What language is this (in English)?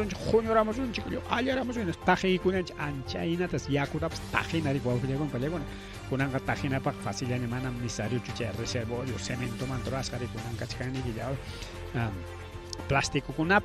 Ayacucho Quechua